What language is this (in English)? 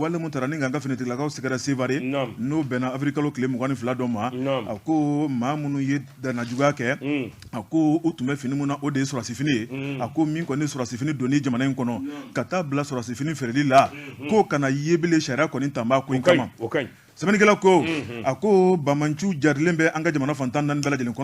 Bambara